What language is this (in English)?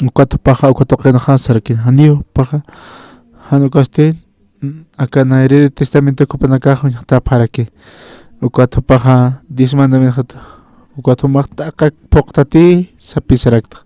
Aymara